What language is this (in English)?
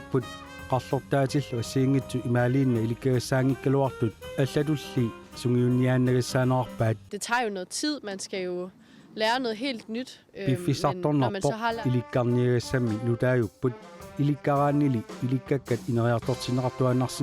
Kalaallisut